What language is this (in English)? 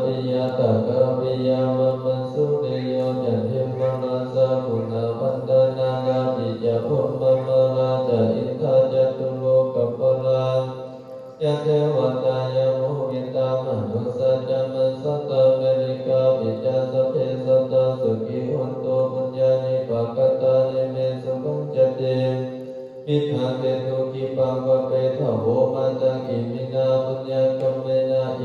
Pali